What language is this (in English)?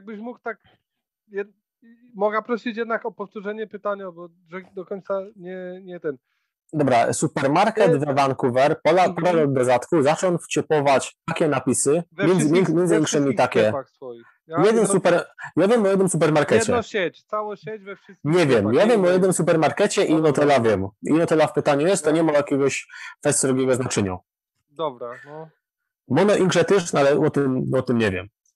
Silesian